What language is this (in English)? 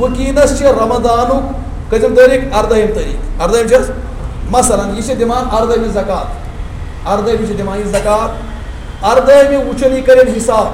Kashmiri